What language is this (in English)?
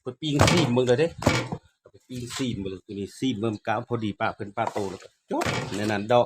Lao